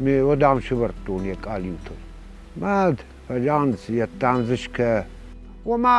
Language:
Ossetic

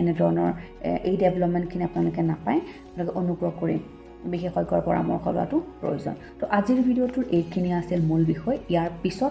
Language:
Assamese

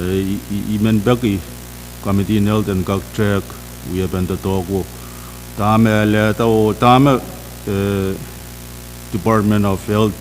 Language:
Pohnpeian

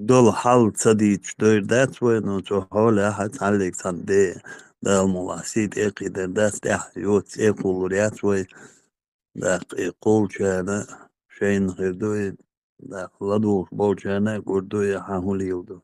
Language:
Chechen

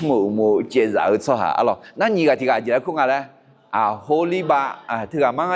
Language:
Akha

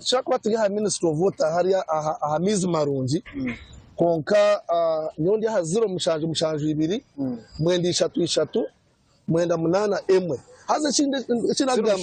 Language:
Nyankole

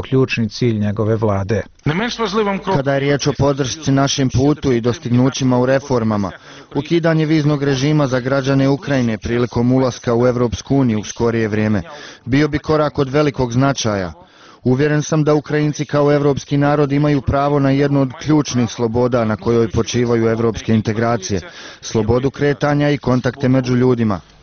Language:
Bosnian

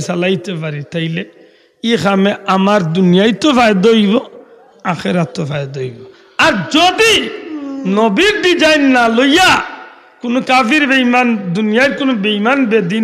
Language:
Sylheti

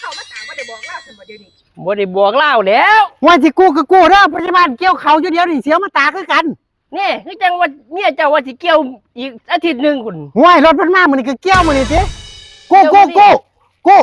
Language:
Northeastern Thai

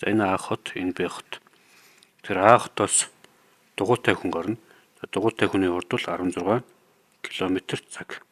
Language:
Mongolian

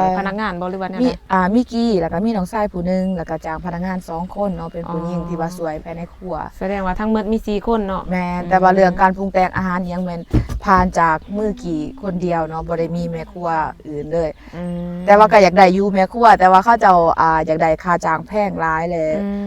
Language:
Lao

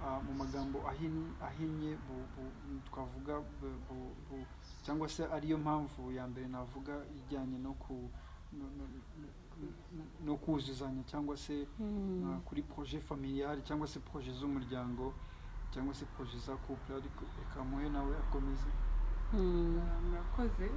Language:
Kinyarwanda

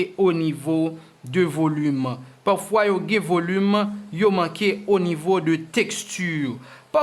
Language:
Haitian Creole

